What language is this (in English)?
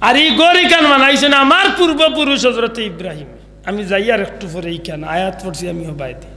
Sylheti